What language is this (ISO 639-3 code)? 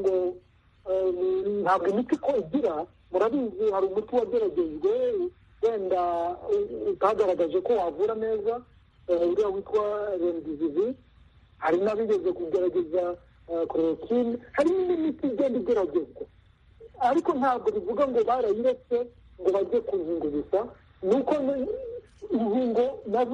kin